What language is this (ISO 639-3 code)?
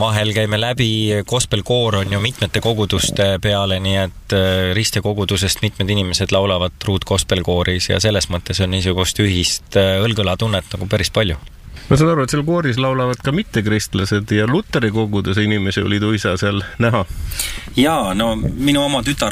est